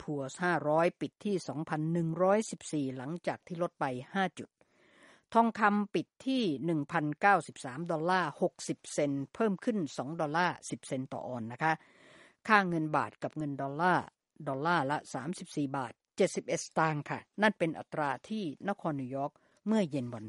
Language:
Thai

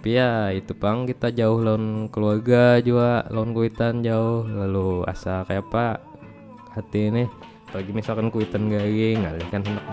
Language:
Banjar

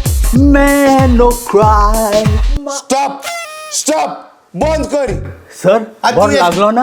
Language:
Konkani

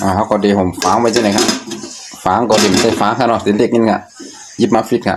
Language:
Shan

